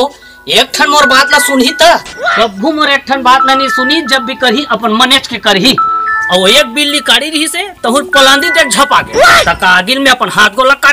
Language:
Chhattisgarhi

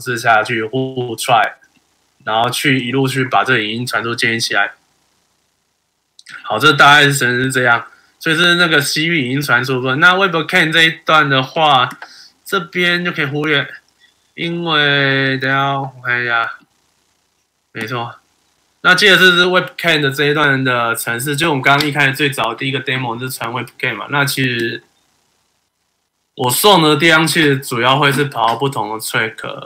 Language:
Chinese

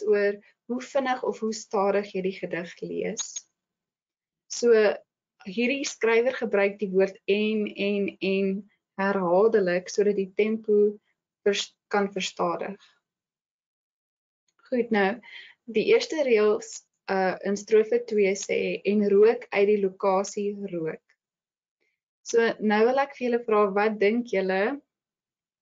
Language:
Afrikaans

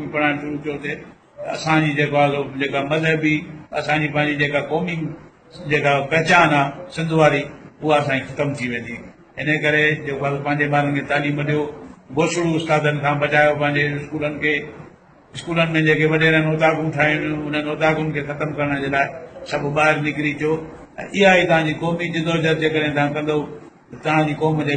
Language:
Sindhi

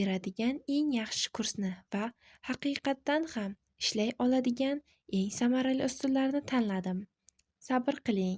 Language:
Uzbek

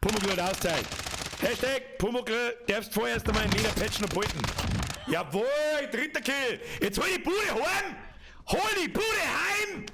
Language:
Bavarian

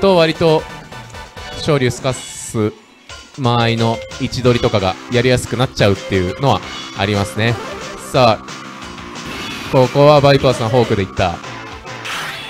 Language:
Japanese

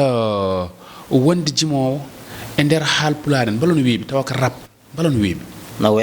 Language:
Fula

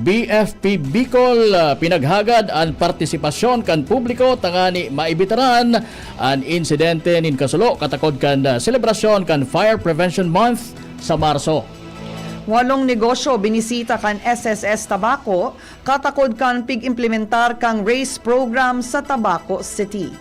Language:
Bikol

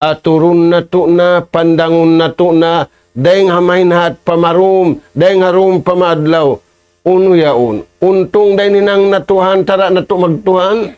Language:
Tausug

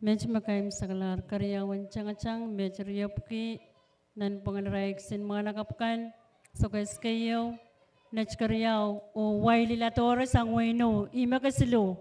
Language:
Pohnpeian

